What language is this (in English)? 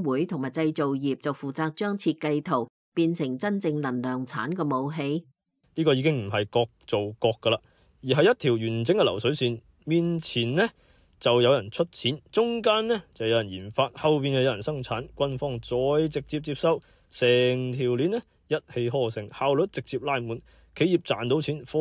Cantonese